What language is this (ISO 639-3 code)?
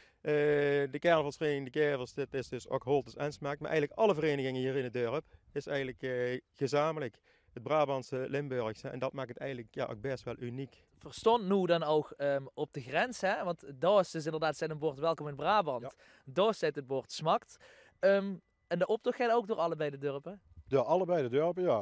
lim